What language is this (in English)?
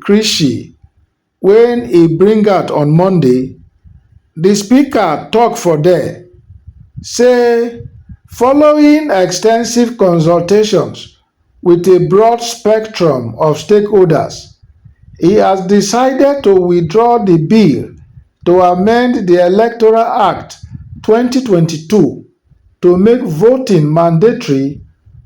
Nigerian Pidgin